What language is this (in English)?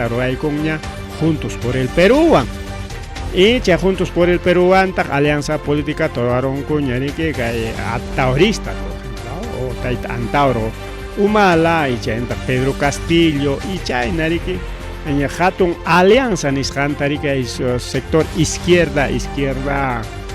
Ayacucho Quechua